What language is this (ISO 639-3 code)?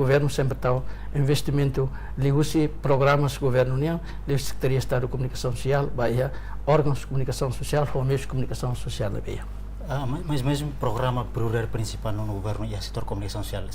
tet